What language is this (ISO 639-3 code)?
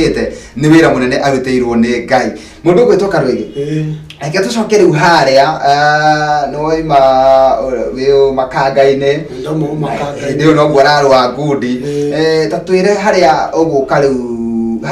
kik